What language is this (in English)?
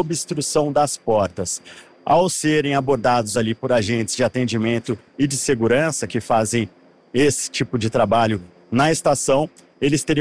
Portuguese